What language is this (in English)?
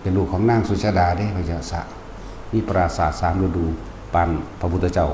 Lao